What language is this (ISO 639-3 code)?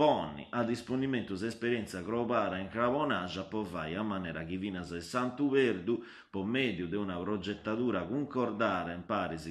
srd